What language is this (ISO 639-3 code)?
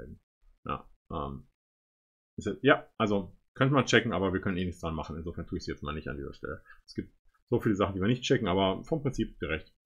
deu